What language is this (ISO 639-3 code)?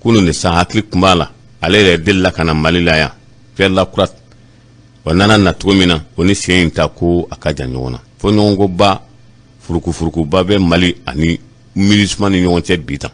bam